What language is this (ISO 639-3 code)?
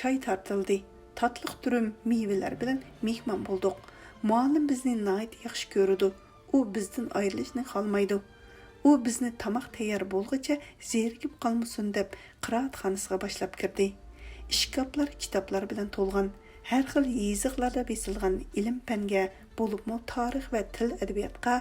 uig